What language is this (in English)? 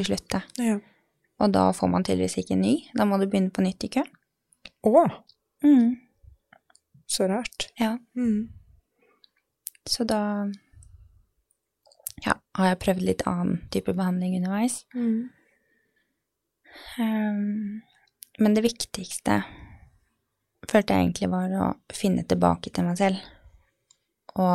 Norwegian